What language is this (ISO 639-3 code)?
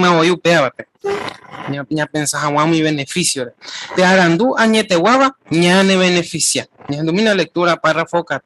grn